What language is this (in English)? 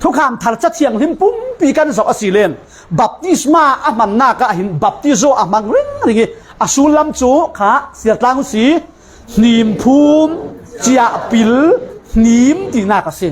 Falam Chin